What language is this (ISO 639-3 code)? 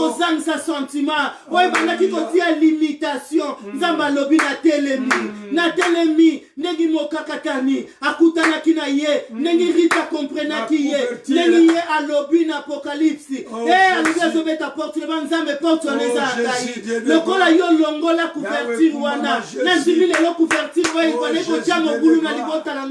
lin